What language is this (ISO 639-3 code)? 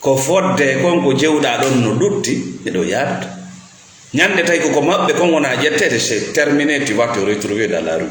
ful